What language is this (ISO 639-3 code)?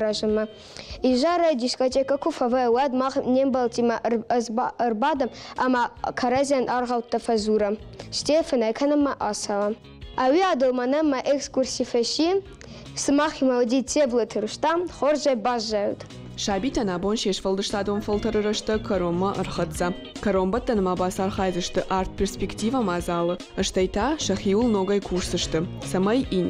oss